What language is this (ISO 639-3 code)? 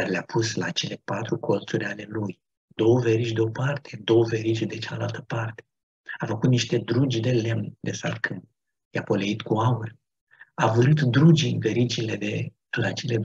ron